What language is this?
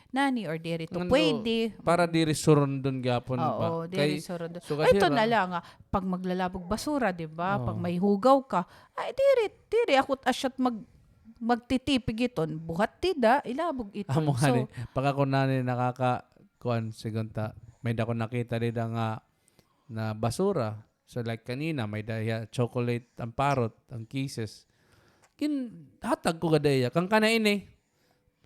Waray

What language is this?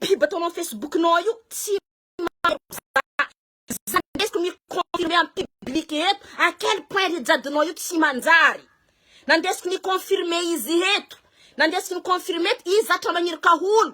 Malagasy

